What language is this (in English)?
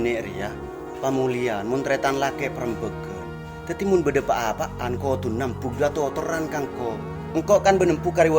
Madurese